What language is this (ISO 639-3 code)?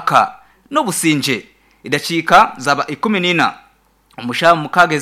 nyn